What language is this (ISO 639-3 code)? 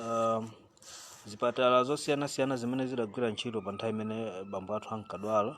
nya